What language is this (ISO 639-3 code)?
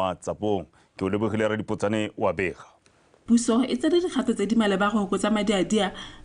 tsn